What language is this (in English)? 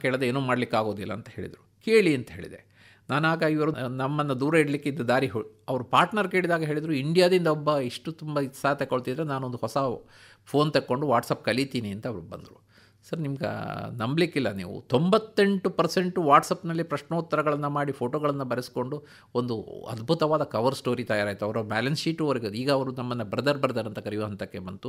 Kannada